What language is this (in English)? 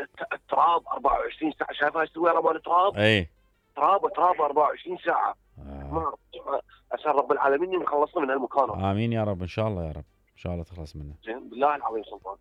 Mesopotamian Arabic